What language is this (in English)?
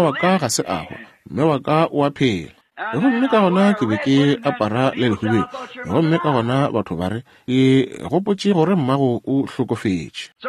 Northern Sotho